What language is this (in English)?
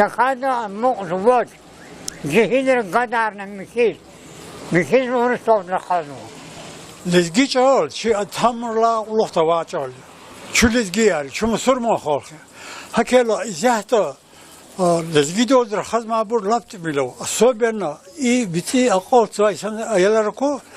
Lezghian